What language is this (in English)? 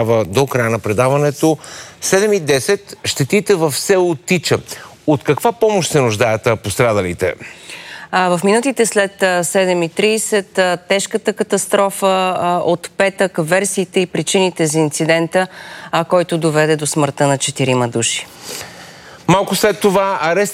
Bulgarian